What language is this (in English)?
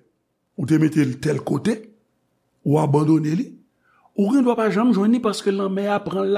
Haitian Creole